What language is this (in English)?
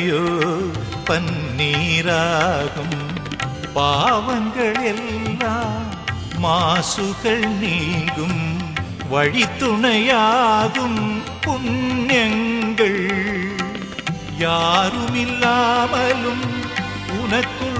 Tamil